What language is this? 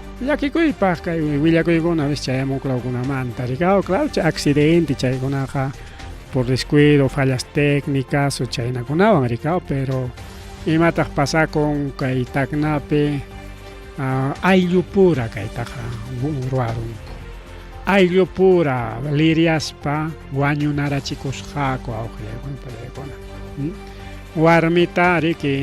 Ayacucho Quechua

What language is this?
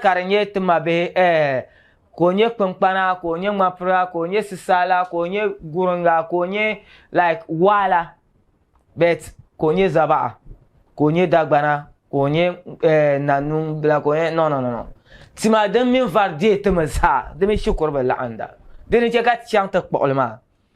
Dagbani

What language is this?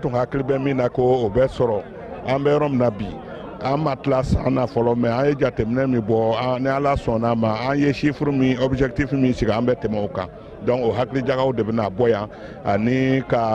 Bambara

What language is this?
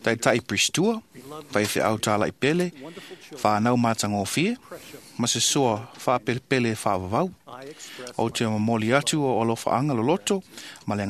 Samoan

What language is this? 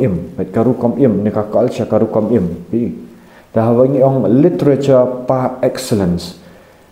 Khasi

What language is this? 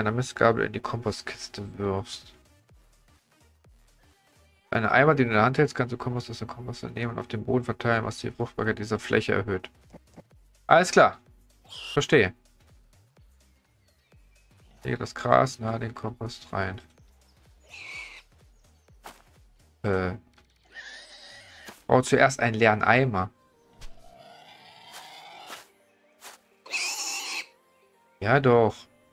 German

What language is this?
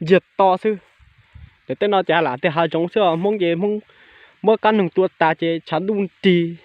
Hmong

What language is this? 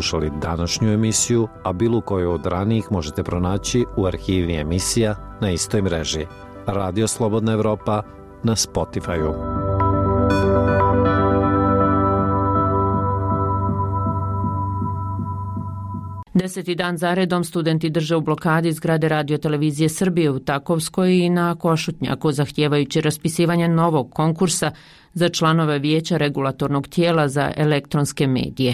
Bosnian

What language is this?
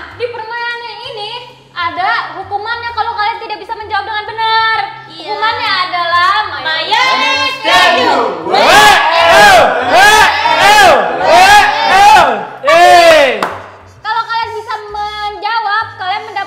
Indonesian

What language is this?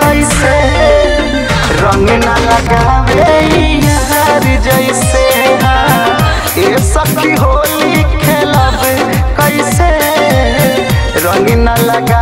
Bhojpuri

